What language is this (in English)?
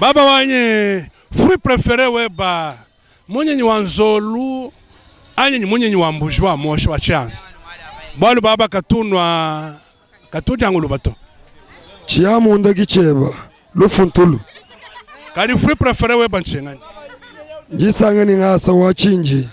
Luba-Lulua